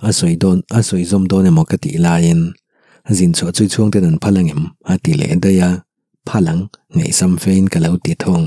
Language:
Mizo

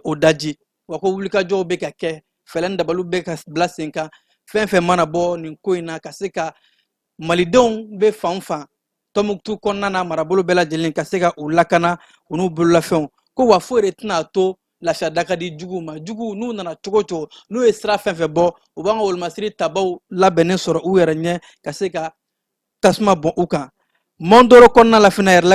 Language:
Bambara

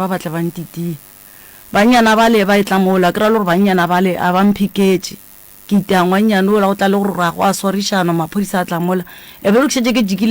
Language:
Northern Sotho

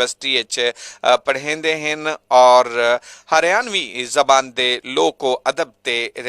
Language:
Haryanvi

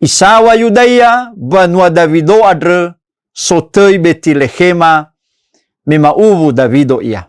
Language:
Nias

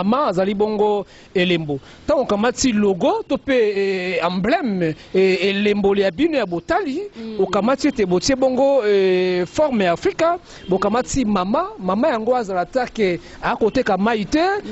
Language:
Lingala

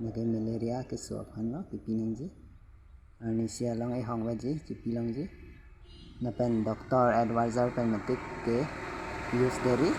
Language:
Karbi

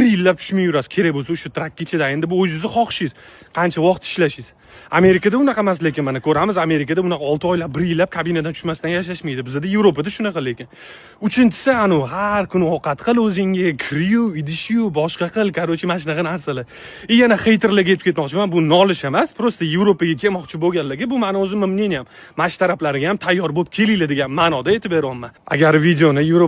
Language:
Uzbek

